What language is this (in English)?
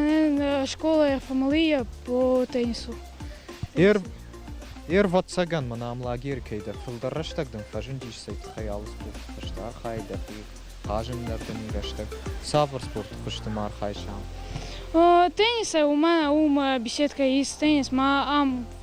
Ossetic